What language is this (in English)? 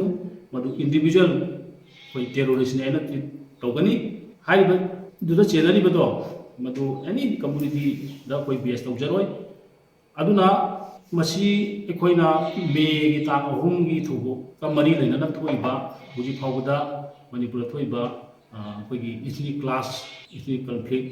Manipuri